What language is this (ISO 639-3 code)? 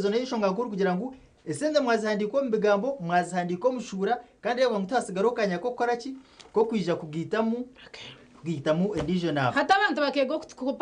nyn